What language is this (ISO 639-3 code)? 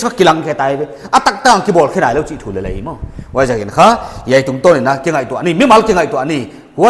pck